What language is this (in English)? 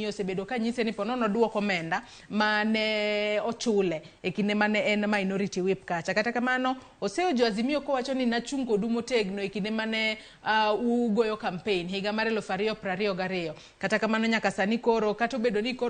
Luo (Kenya and Tanzania)